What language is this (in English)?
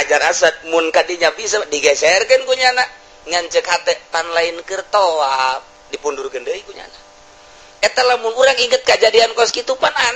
Sundanese